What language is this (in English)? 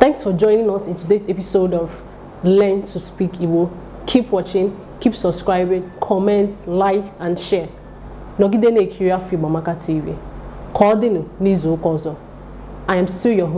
Igbo